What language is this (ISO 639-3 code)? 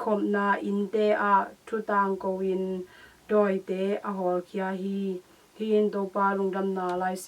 ctd